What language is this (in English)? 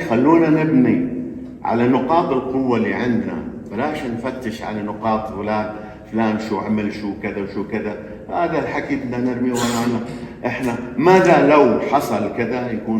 North Levantine Arabic